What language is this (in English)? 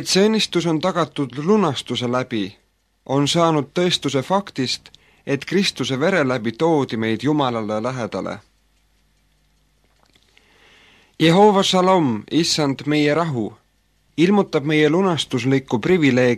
Estonian